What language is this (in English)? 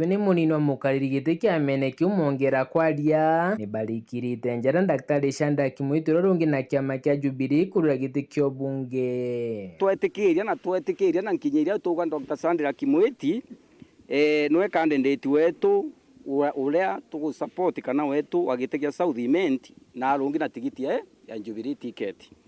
Meru